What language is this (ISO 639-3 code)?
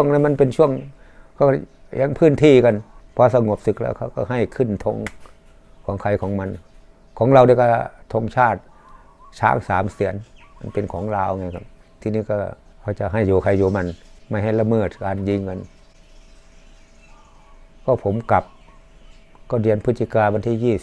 tha